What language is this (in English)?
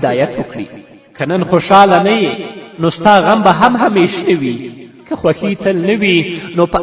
Pashto